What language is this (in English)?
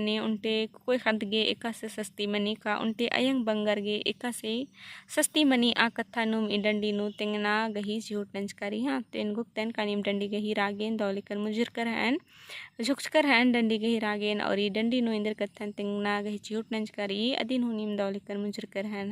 Kurukh